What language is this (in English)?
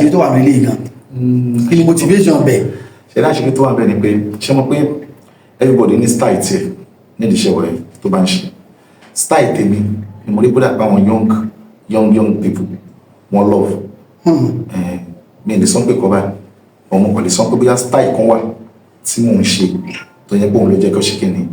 Yoruba